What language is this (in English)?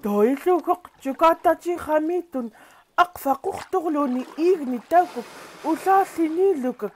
Central Yupik